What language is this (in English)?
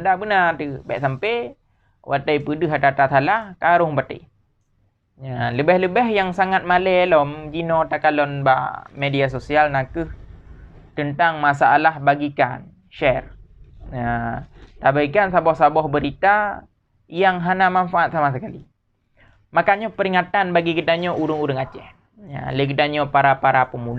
Achinese